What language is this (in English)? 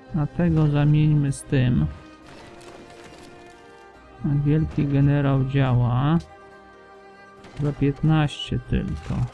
Polish